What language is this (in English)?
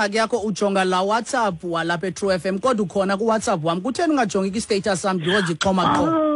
Xhosa